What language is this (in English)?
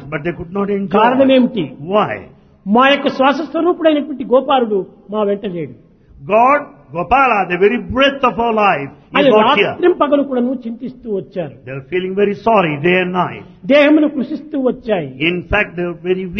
Telugu